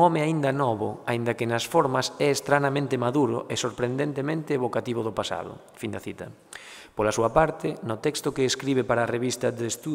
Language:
Galician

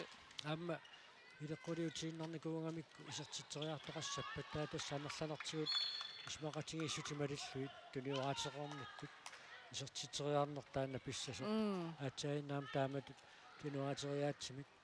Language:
Kalaallisut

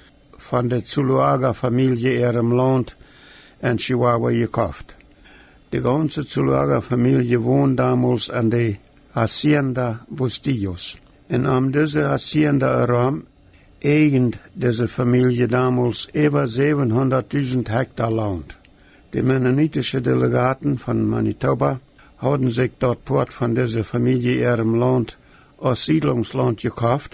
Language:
Plautdietsch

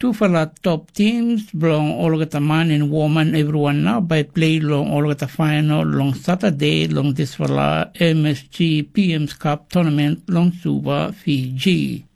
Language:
Tok Pisin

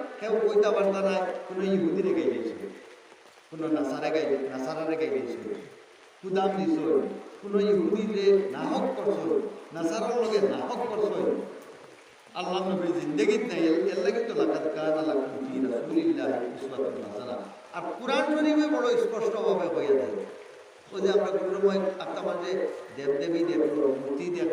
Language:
Sylheti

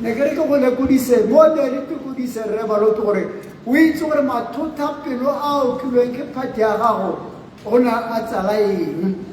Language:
Tswana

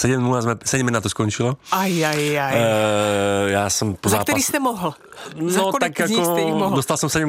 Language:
Slovak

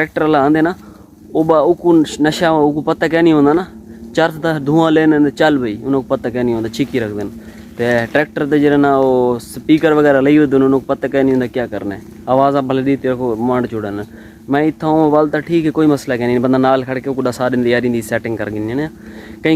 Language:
Saraiki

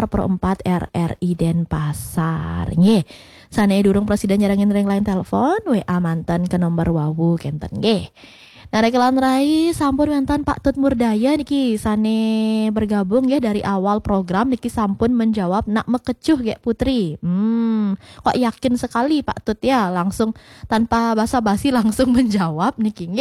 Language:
Balinese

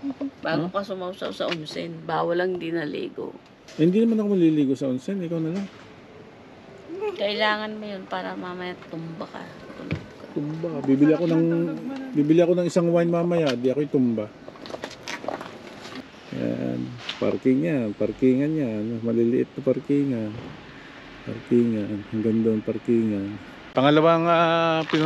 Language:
Filipino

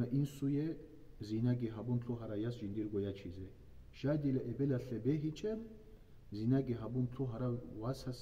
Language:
Avaric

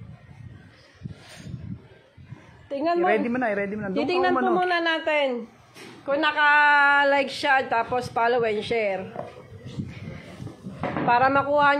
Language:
Filipino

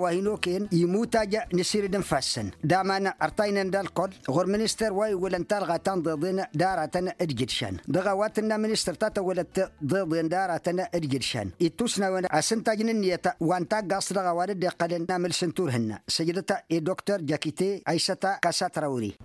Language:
Tamasheq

